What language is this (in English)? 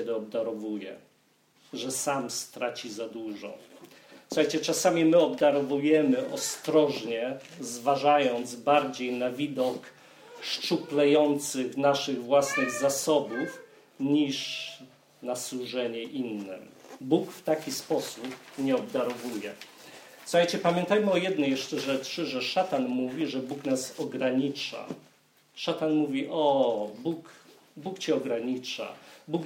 Polish